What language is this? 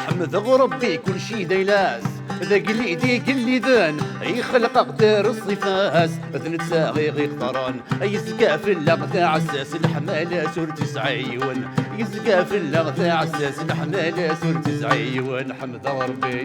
Kabyle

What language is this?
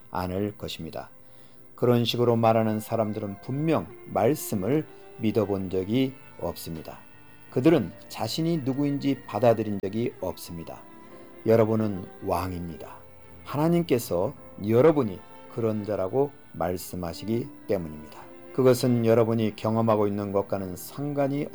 Korean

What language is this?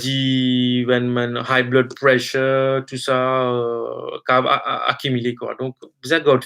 Morisyen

